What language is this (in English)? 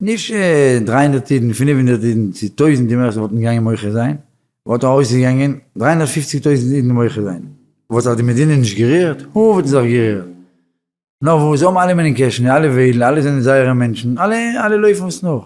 Yiddish